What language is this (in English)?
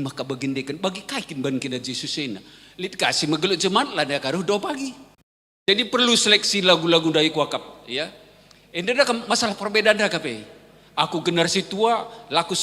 Batak Karo